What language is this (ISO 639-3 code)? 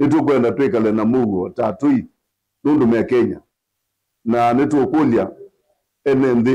kam